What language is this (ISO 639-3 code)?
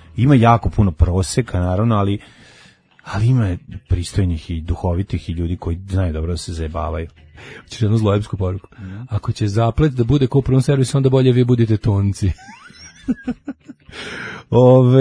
srp